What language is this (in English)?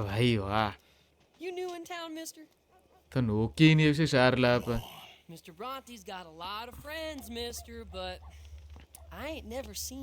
Baluchi